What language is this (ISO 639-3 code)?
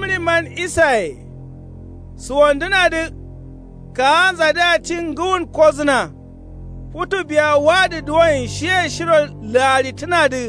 kau